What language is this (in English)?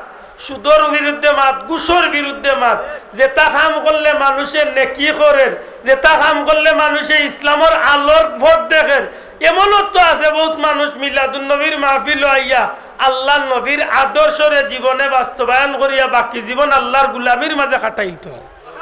Sylheti